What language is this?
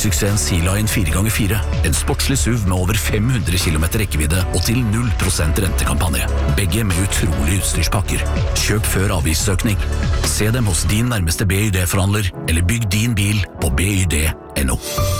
Norwegian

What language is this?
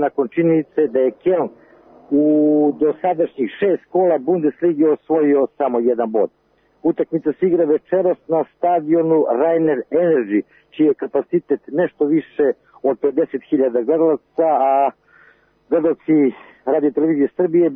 Serbian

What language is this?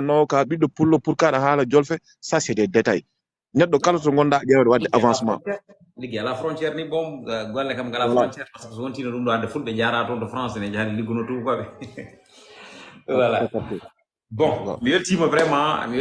Fula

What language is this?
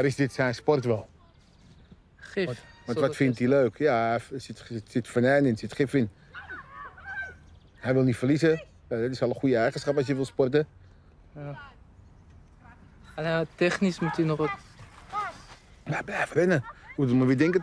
Dutch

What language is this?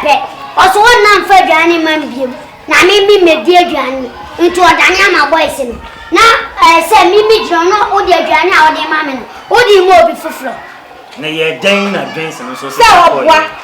Akan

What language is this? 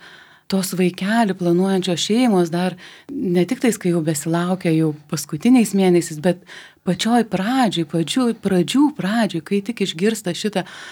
Lithuanian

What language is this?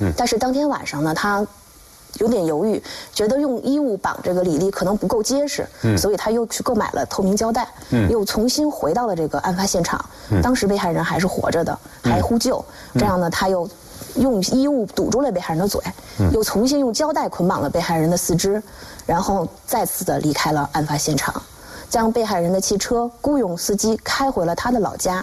Chinese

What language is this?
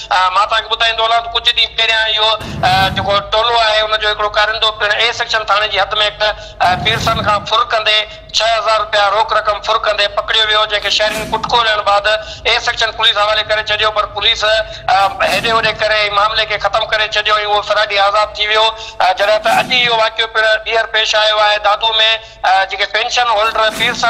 Sindhi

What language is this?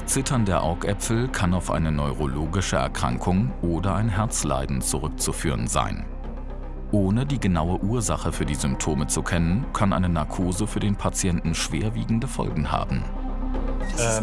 German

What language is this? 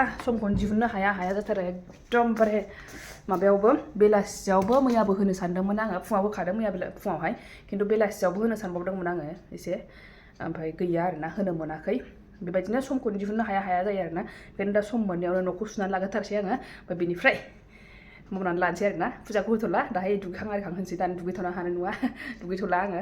Bodo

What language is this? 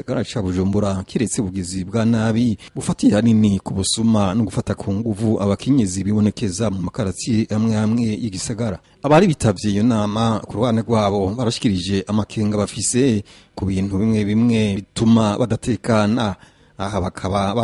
Rundi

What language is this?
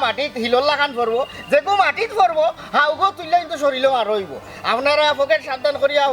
Sylheti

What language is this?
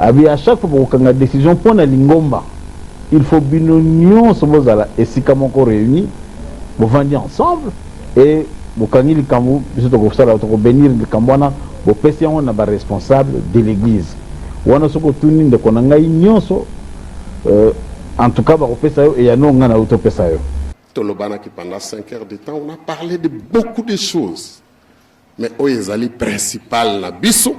Lingala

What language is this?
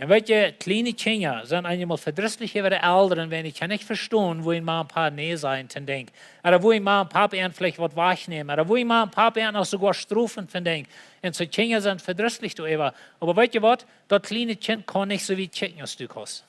Plautdietsch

